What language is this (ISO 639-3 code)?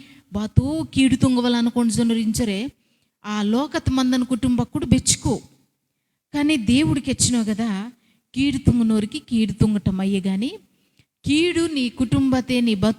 kff